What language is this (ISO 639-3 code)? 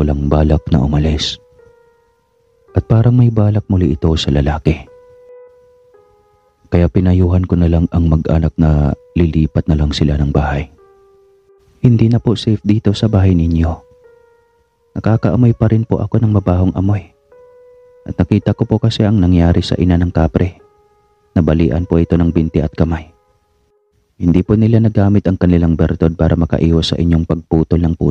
fil